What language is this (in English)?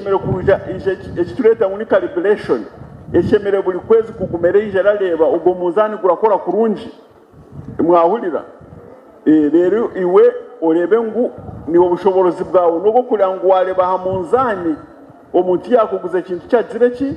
Nyankole